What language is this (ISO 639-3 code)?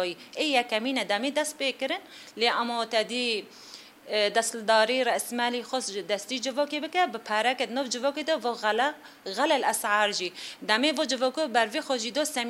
kur